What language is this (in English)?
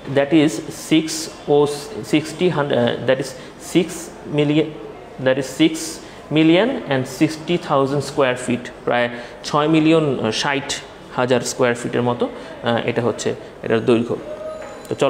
Bangla